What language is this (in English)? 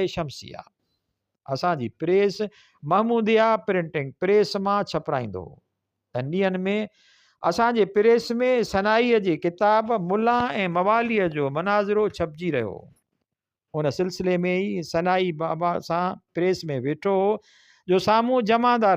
Sindhi